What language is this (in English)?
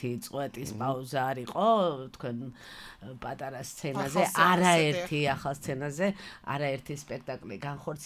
Georgian